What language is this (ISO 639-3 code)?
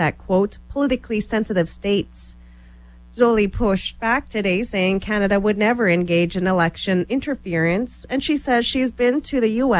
eng